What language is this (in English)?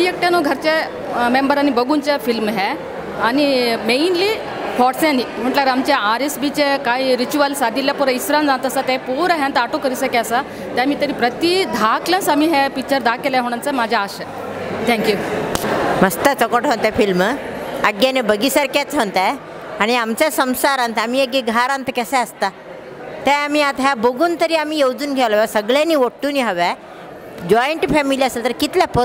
Konkani